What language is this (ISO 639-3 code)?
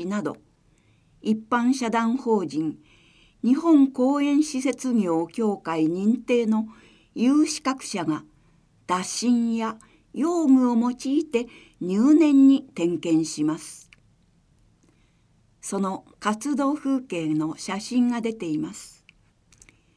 jpn